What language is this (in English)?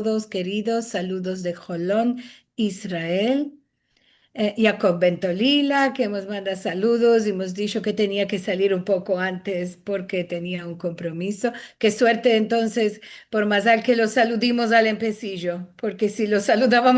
Ladino